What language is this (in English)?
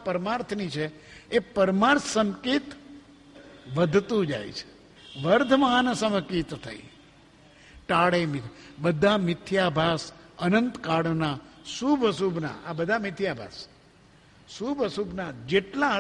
Gujarati